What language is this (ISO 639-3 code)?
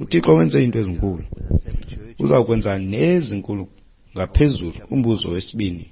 xho